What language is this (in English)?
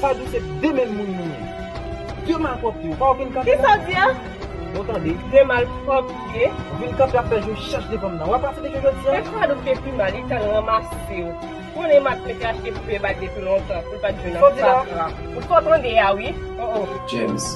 Haitian Creole